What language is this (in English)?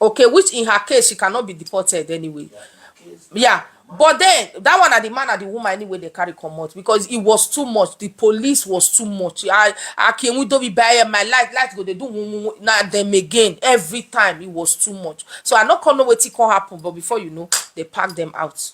Nigerian Pidgin